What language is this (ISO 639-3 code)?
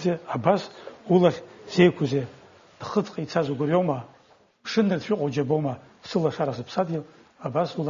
abk